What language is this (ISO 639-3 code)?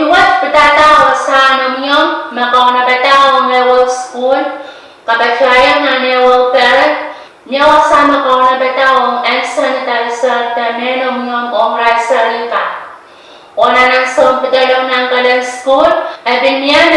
pon